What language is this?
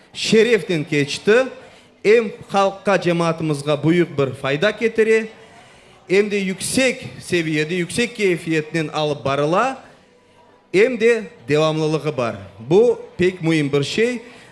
Crimean Tatar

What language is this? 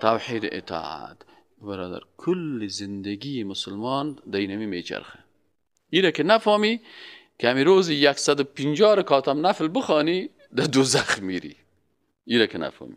Persian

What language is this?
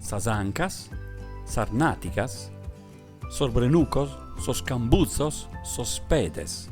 Sardinian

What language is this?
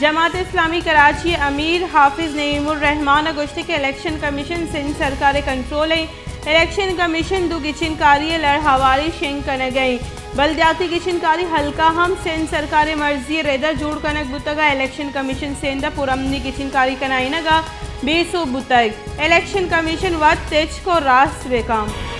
Baluchi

